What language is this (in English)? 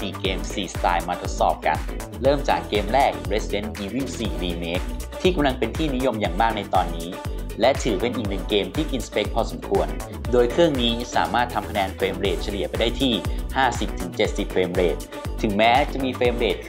Thai